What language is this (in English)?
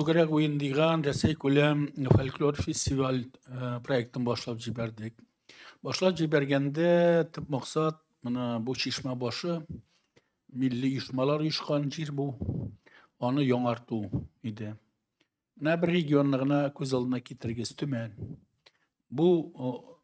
Tatar